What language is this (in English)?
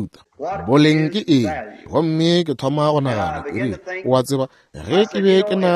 Northern Sotho